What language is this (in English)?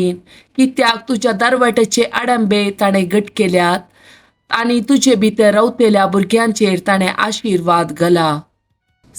Konkani